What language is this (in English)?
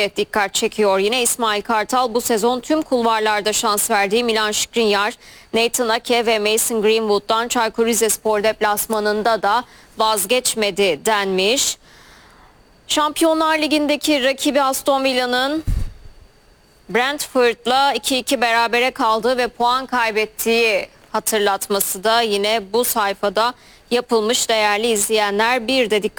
Turkish